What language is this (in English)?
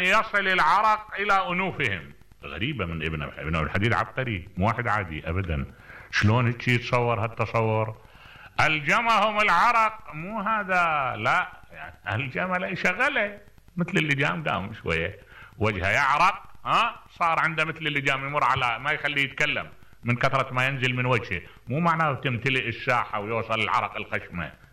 Mesopotamian Arabic